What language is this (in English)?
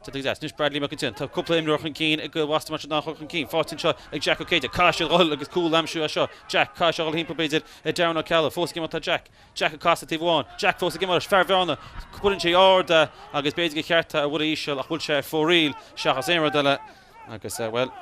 Irish